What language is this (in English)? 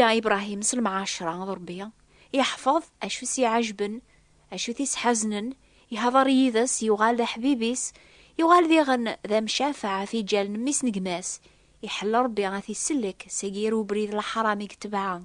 Kabyle